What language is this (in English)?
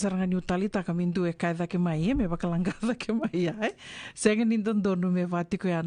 Fijian